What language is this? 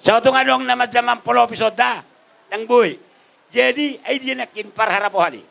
Batak Toba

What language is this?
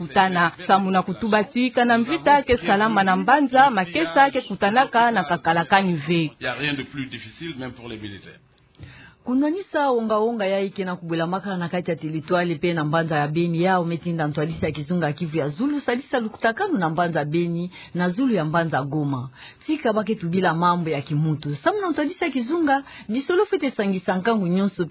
Kituba (Democratic Republic of Congo)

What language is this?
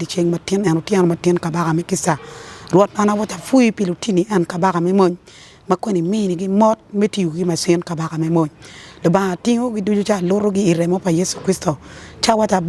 Acoli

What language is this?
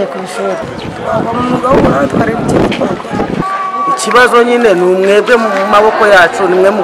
Kinyarwanda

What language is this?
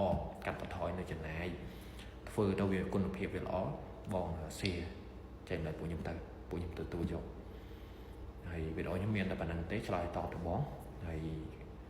Khmer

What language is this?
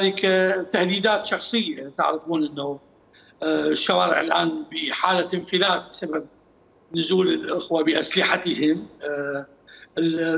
Mesopotamian Arabic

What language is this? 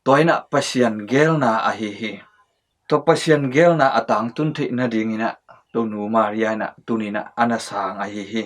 Tedim Chin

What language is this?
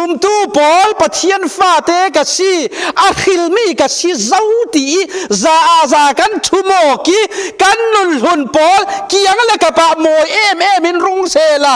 Falam Chin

